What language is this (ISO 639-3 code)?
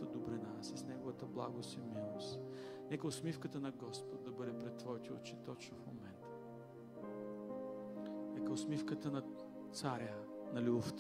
bul